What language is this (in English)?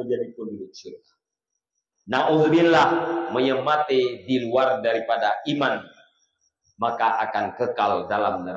Achinese